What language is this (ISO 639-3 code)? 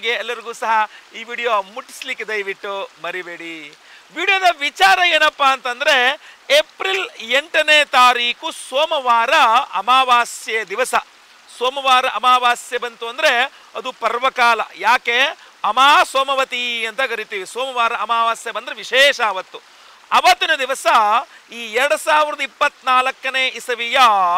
kan